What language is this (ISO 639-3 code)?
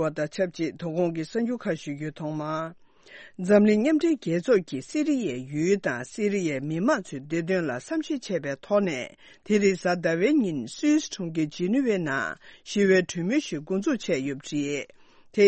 bod